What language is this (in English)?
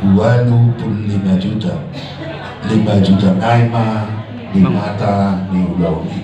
Batak Toba